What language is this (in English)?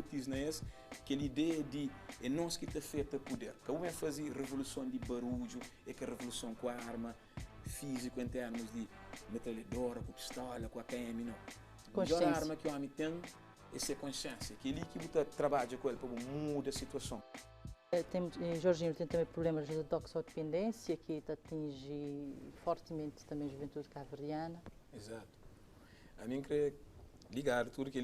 Kabuverdianu